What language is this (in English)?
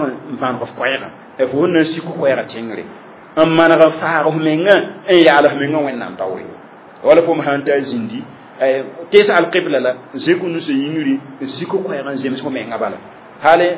Mossi